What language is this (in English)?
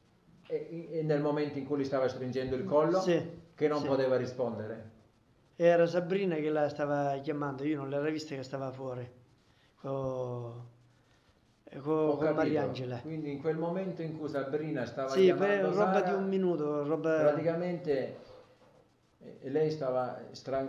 Italian